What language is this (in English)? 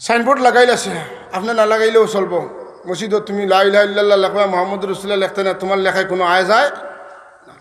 Sylheti